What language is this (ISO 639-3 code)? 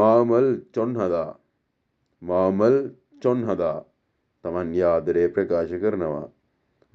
sin